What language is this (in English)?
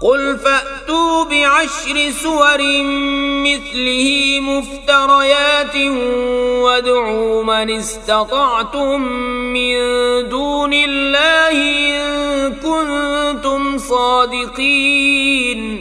Kashmiri